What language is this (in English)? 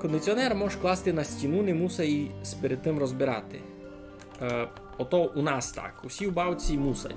Rusyn